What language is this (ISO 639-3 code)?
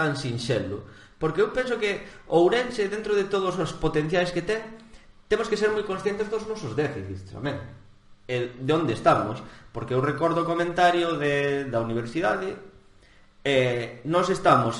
glg